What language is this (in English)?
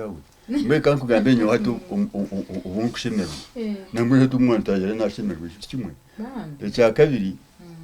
Nyankole